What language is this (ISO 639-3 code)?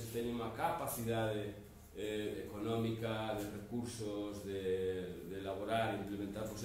glg